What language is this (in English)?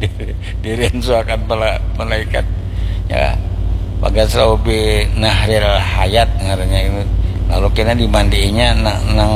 Banjar